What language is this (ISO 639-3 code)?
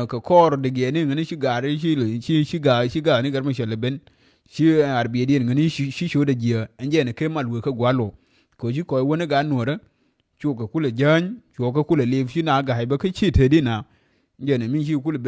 nus